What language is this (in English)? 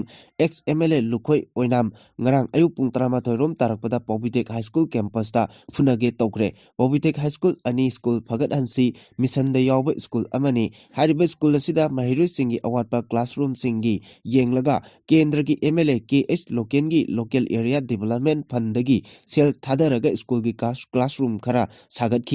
Manipuri